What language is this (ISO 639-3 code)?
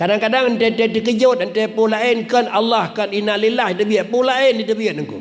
ace